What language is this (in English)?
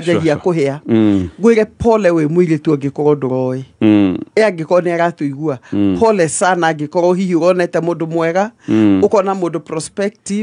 Kikuyu